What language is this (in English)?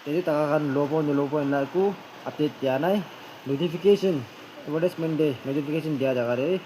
Naga Pidgin